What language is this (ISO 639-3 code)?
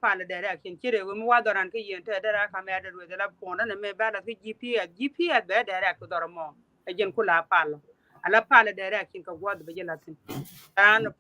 nus